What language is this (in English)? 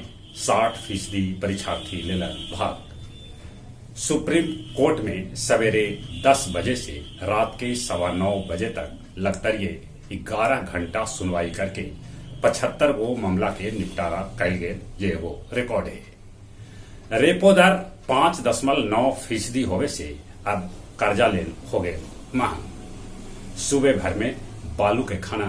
Magahi